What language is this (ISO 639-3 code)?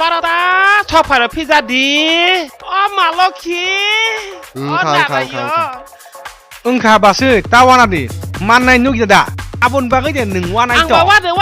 trp